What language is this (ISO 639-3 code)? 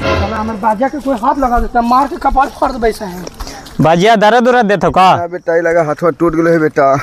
mag